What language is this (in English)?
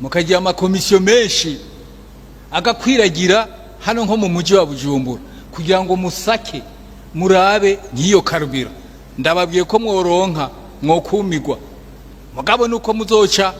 Rundi